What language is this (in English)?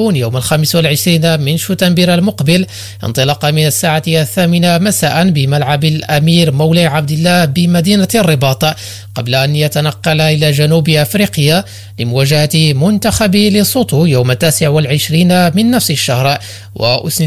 Arabic